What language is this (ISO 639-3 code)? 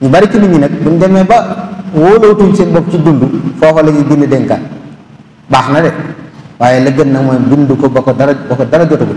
wol